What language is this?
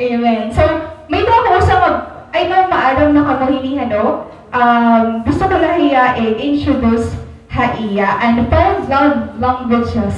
Waray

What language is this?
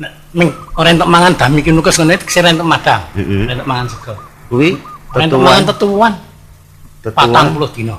Javanese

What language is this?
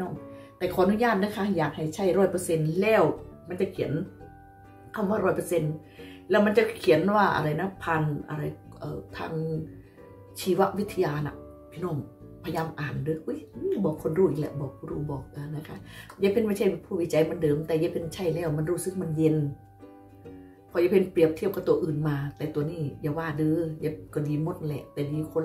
Thai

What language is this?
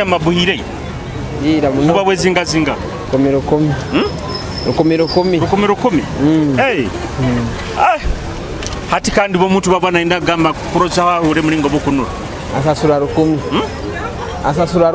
Nyoro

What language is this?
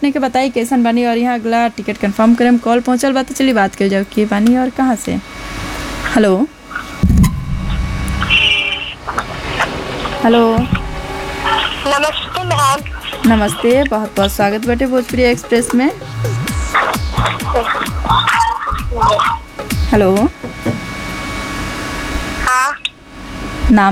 Bhojpuri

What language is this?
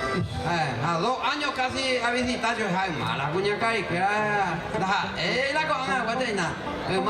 Guarani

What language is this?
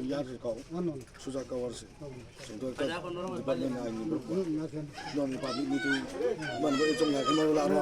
Riang (India)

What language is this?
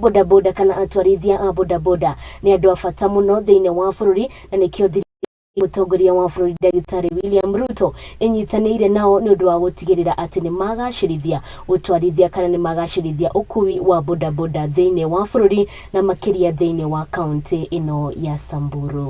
Kikuyu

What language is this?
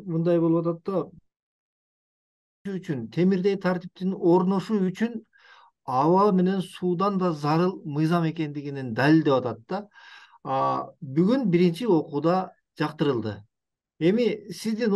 Kyrgyz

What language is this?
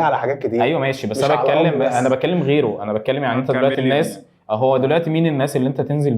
Egyptian Arabic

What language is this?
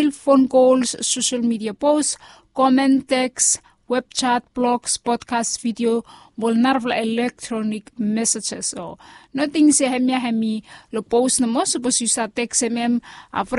Bislama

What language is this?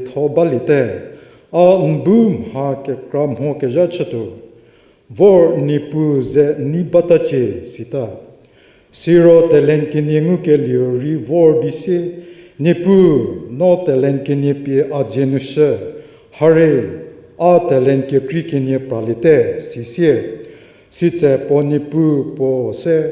Angami Naga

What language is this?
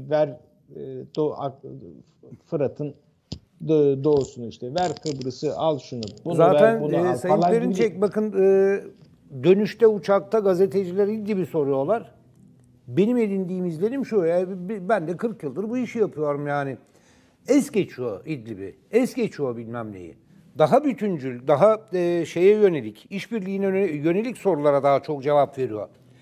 Turkish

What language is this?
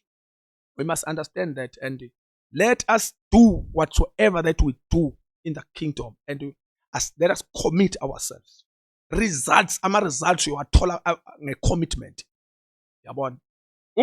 Zulu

